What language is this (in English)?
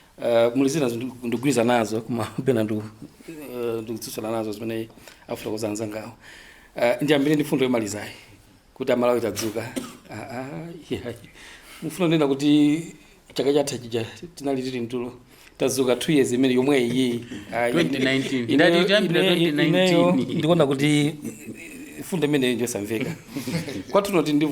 Nyanja